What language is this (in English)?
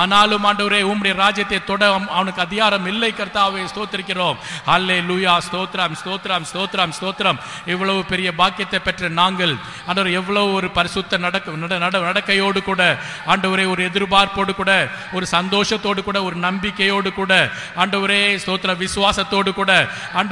Tamil